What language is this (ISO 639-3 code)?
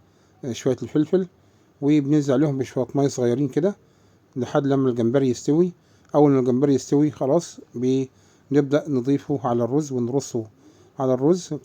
arz